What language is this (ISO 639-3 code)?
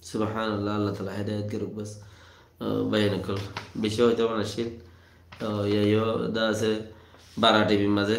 rhg